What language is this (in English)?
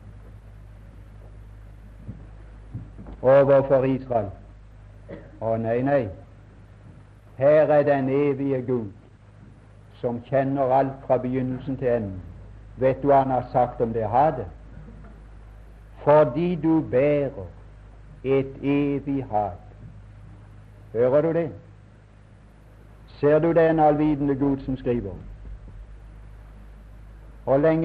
Norwegian